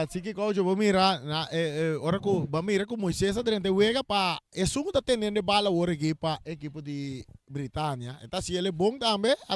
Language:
Papiamento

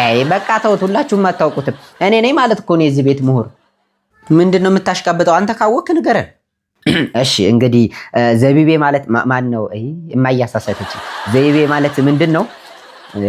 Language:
Amharic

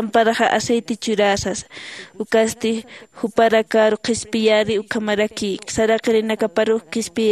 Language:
Aymara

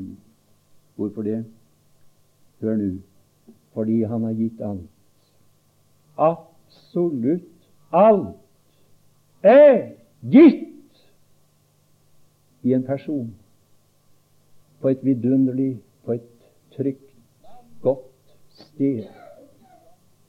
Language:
Norwegian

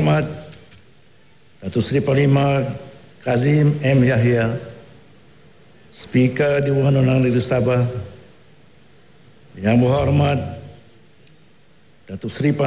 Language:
Malay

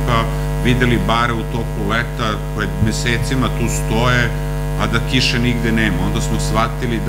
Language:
Serbian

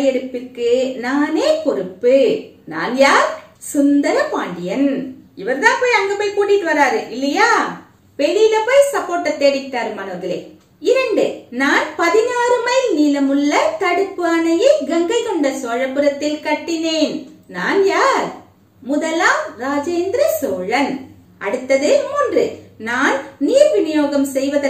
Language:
Tamil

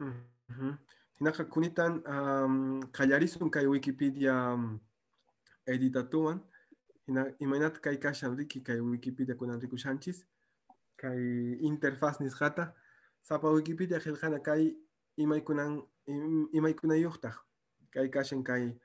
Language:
Quechua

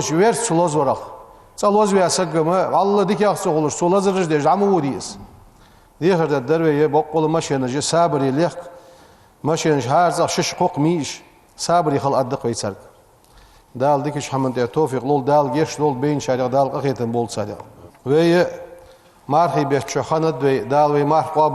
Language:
Ingush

